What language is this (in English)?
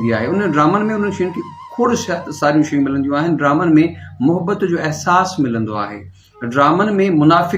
Sindhi